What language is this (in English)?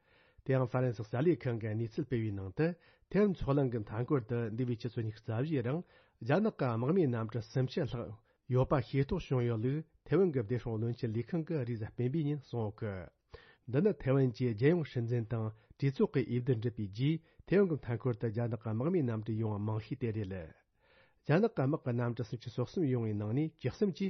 Tibetan